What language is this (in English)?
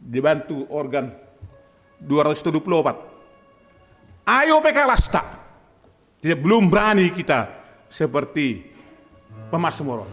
Batak Simalungun